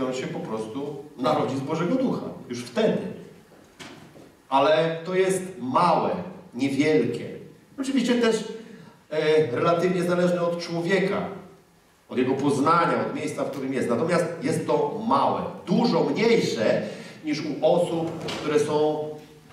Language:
Polish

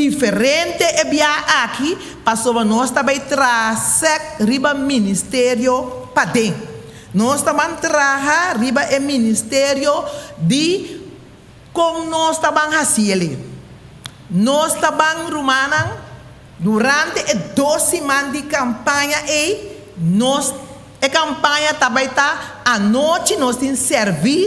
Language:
Papiamento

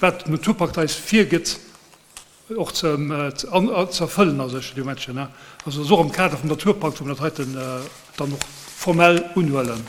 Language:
Luxembourgish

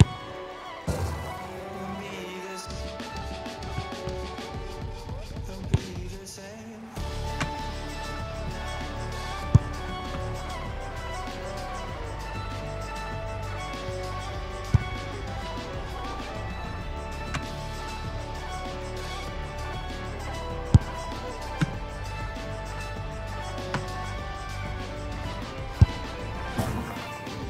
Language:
English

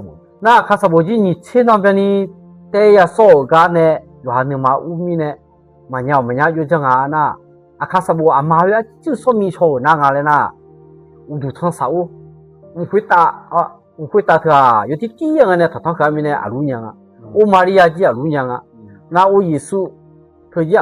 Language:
Akha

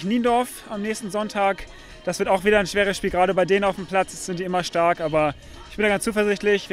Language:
German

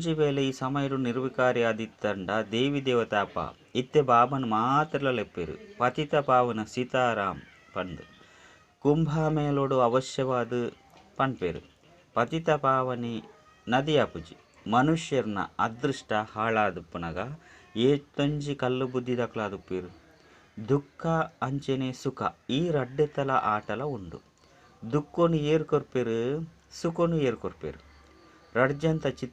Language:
Tulu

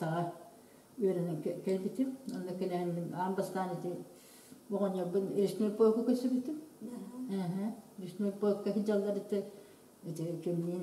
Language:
Yakut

